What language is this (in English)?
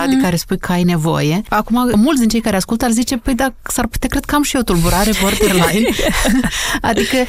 Romanian